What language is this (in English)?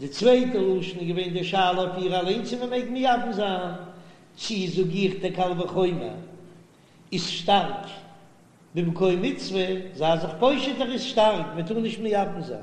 Yiddish